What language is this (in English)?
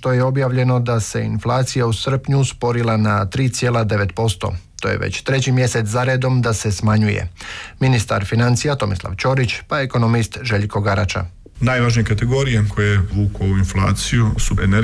Croatian